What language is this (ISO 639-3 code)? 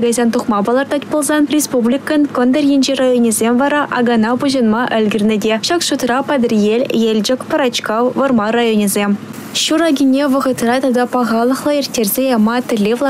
chv